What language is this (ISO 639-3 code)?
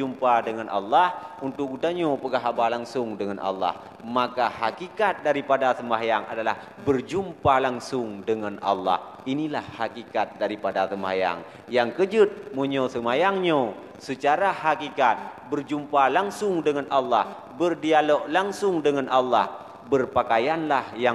ace